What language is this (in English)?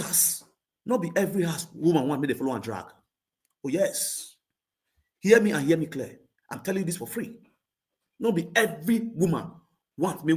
Nigerian Pidgin